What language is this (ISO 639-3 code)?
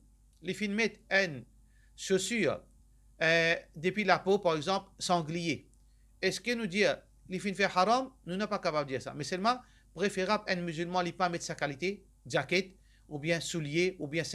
mfe